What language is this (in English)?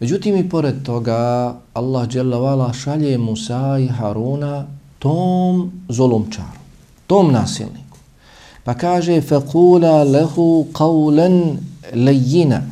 Bosnian